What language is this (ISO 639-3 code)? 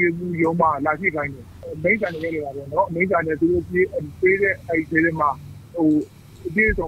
mya